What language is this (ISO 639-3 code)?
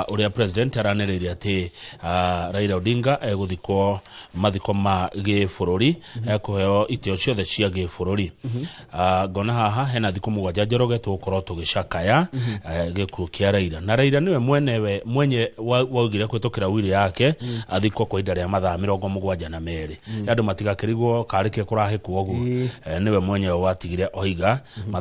kik